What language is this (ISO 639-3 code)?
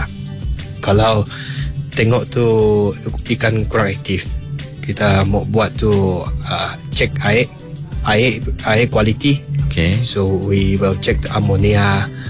iba